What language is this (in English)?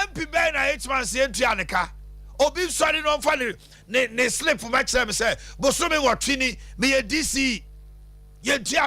Akan